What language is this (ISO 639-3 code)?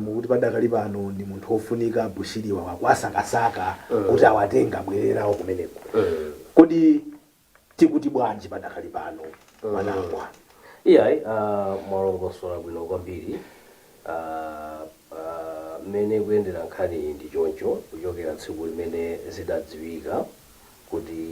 nya